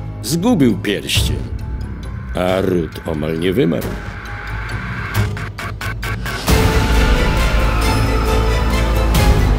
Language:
Polish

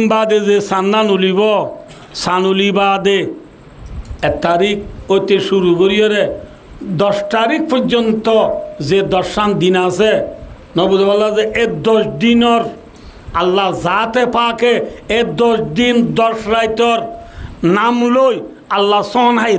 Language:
Rohingya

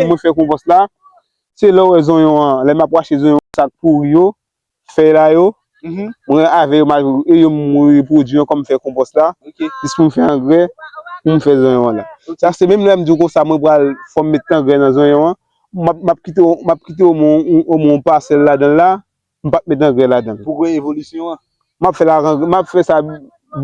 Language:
Haitian Creole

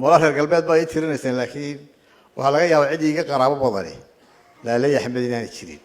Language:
Somali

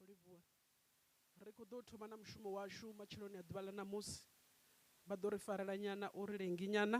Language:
Venda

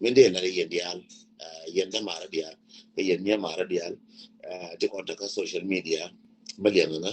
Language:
Nuer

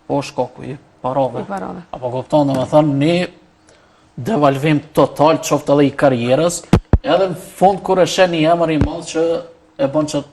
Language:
Albanian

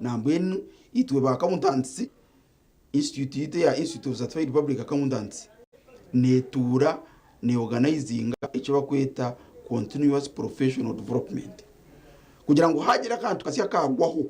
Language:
Nyankole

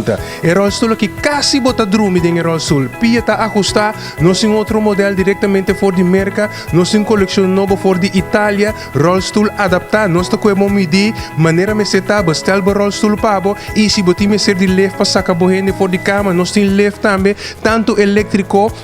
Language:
Papiamento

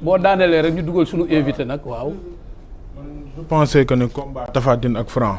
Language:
Wolof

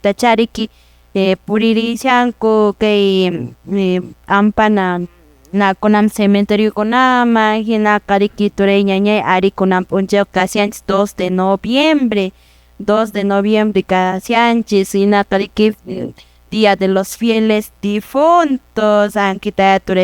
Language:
Quechua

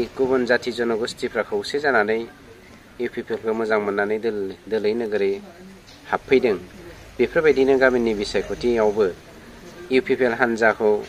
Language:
Bodo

